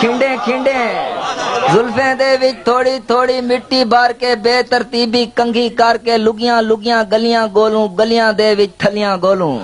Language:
Saraiki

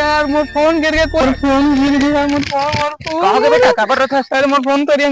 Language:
Chhattisgarhi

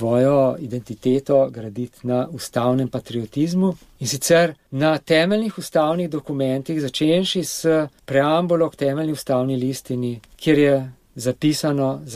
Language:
Slovenian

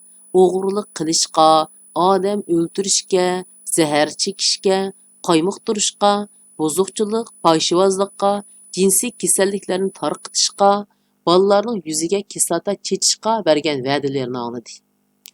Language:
Uyghur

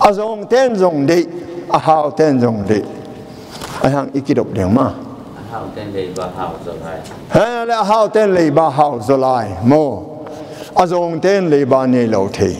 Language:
Tedim Chin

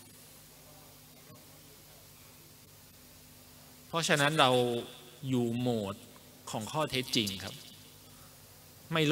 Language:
Thai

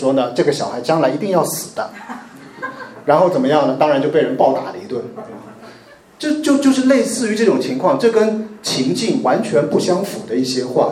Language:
Chinese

